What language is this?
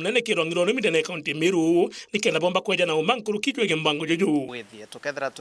Meru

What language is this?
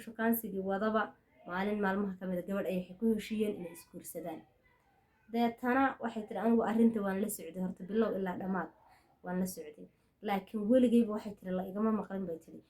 Somali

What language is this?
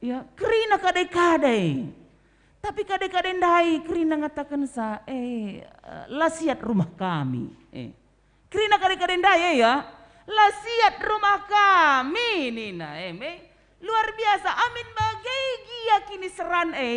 Batak Karo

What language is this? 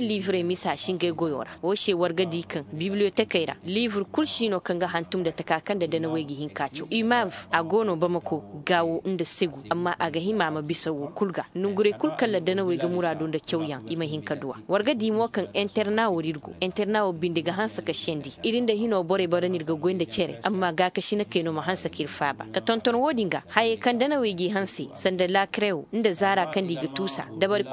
Koyraboro Senni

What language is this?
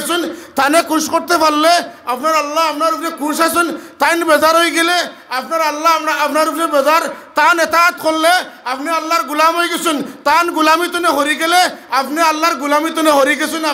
Sylheti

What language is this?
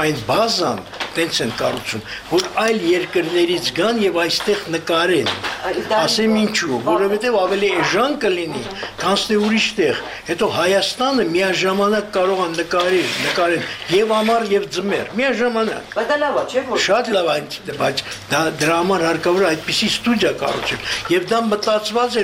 Armenian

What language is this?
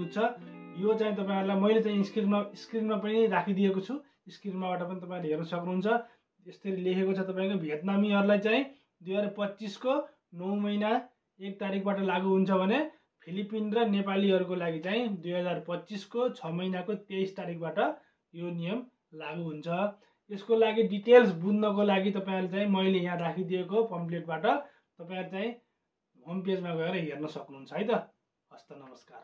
Nepali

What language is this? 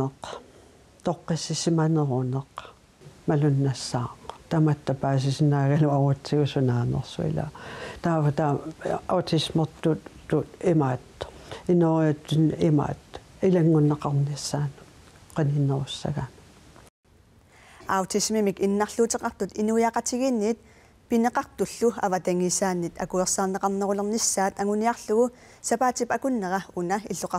Kalaallisut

